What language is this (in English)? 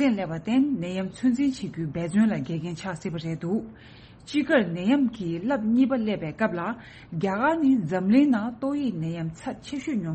Tibetan